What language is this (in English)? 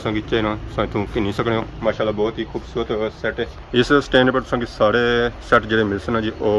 Pahari-Potwari